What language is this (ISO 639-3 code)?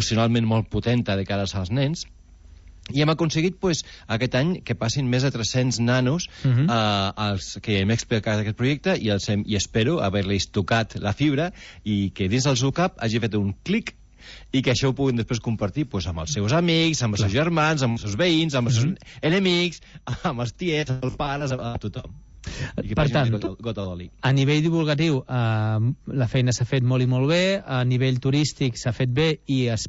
cat